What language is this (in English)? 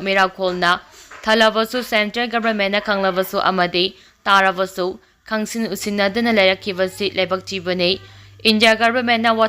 Manipuri